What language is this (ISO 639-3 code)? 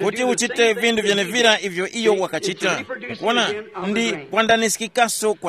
tum